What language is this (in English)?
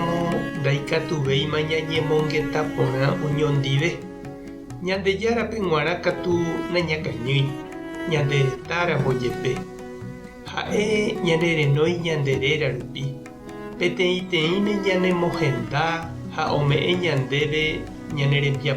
Guarani